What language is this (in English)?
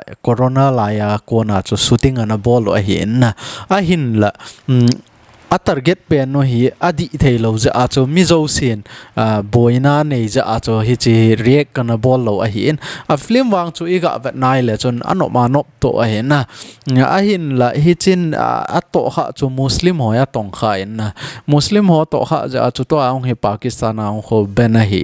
Thado Chin